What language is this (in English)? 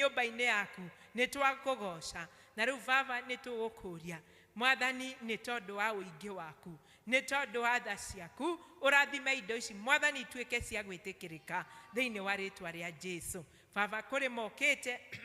Kikuyu